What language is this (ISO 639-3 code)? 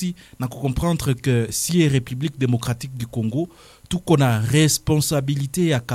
swa